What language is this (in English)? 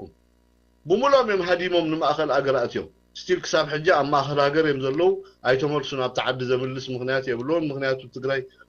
Tigrinya